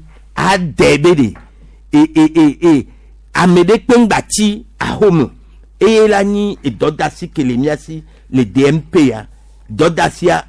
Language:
Gen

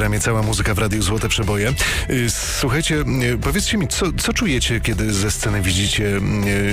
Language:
Polish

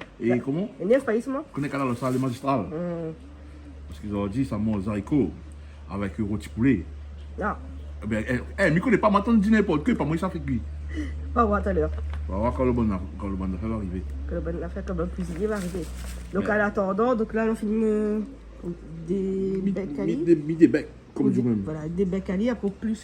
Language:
Réunion Creole French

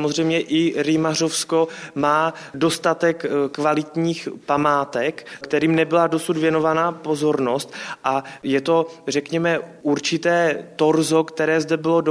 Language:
Czech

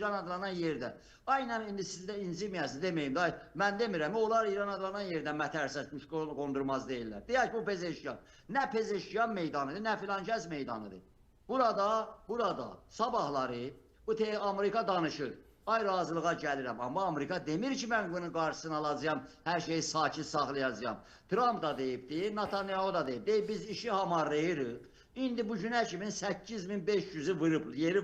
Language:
Azerbaijani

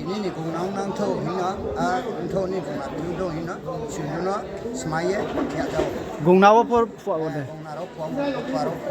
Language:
Riang (India)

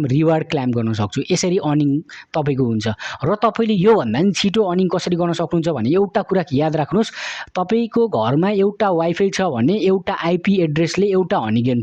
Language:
Nepali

